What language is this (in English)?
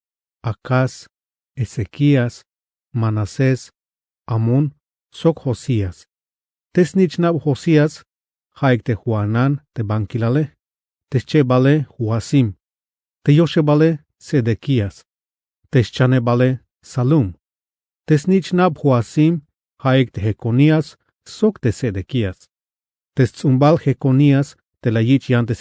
Tzeltal